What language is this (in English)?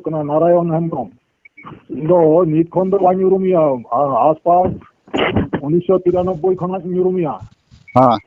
Santali